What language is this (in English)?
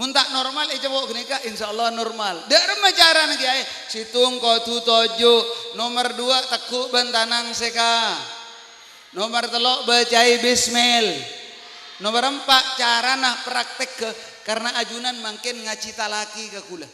Madurese